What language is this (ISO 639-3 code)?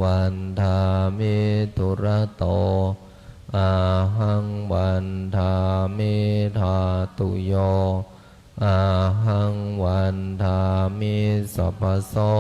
pli